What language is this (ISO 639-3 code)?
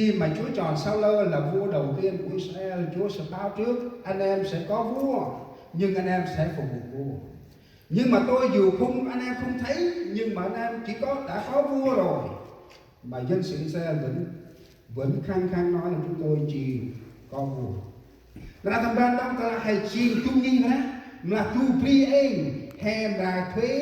cmo